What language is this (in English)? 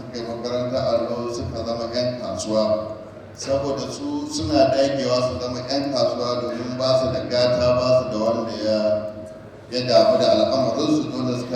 Hausa